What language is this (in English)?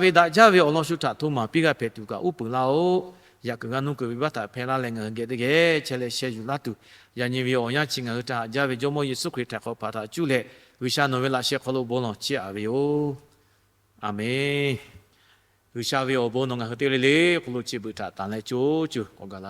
Lahu